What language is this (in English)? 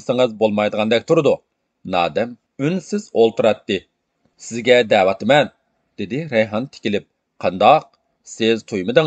Uyghur